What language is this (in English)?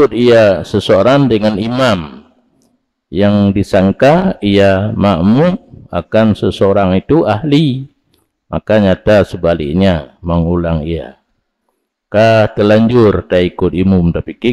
Achinese